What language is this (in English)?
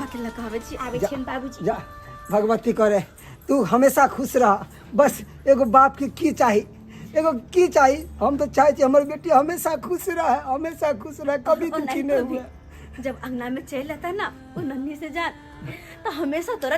Maithili